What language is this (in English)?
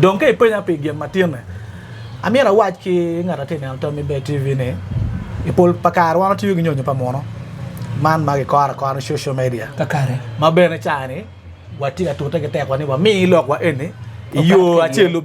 Acoli